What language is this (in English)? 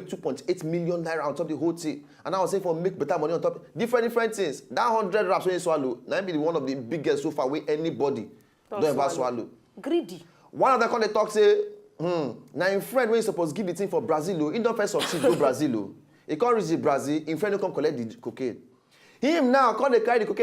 Nigerian Pidgin